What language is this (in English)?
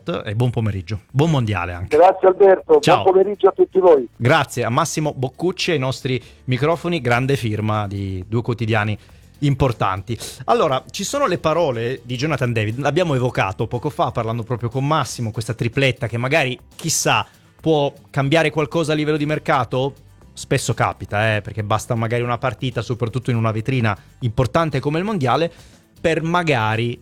Italian